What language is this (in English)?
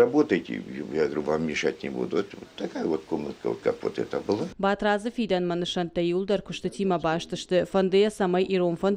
Ossetic